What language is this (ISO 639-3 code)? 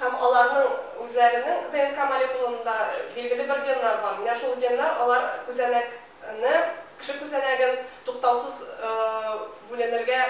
tat